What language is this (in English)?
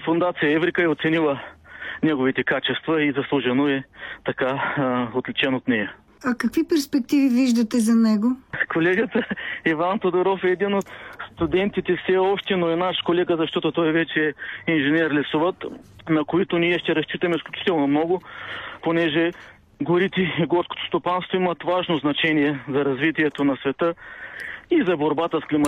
Bulgarian